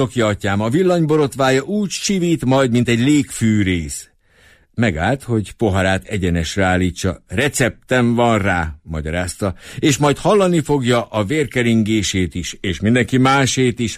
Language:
Hungarian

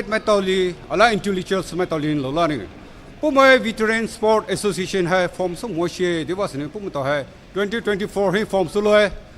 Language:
Poumei Naga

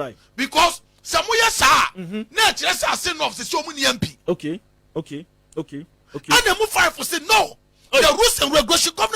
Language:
Akan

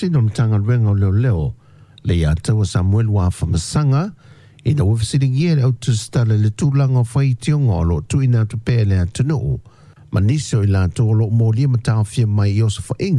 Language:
Samoan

